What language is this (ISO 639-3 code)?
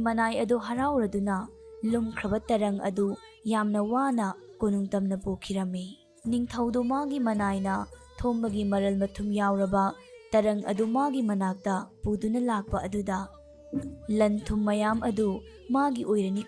mni